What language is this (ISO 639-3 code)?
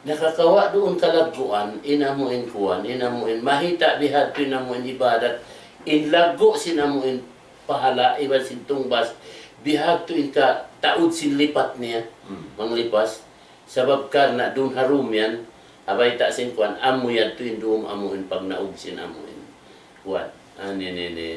tsg